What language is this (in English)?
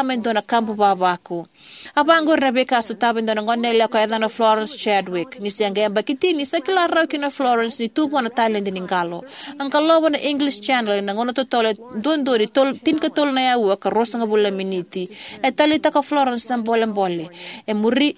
Fijian